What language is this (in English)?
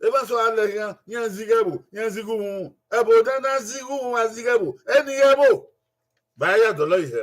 Bini